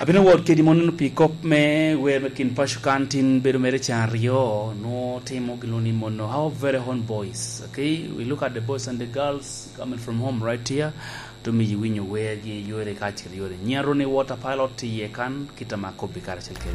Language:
Lango (Uganda)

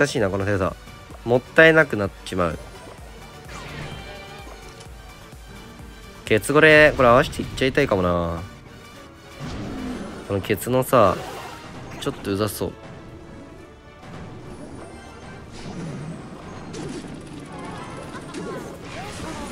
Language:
Japanese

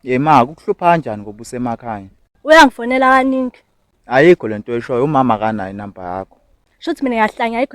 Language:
Zulu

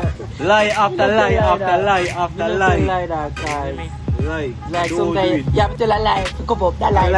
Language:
Jamaican Creole English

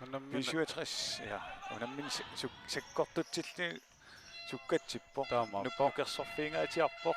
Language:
Kalaallisut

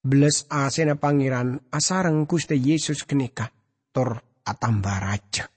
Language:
Madurese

